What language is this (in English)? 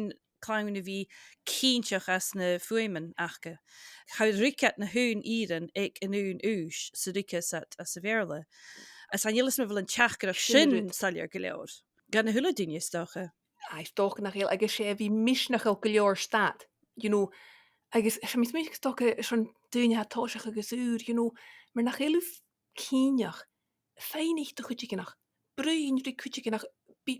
Scottish Gaelic